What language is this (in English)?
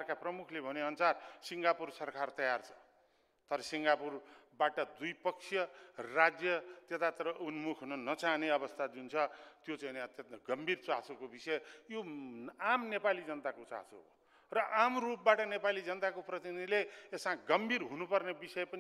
Nepali